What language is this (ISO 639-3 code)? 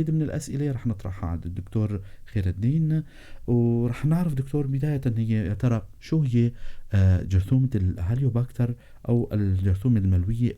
apc